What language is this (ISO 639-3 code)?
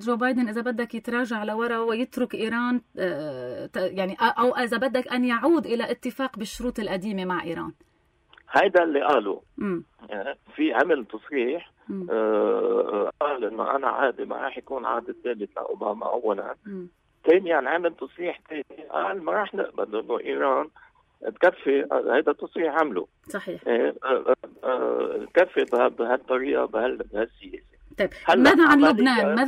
apc